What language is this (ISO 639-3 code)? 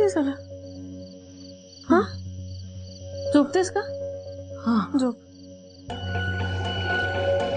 mar